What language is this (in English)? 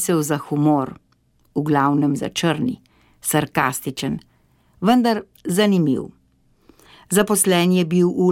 Slovenian